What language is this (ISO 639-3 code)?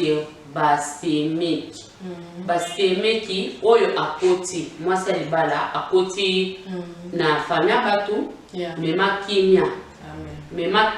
lin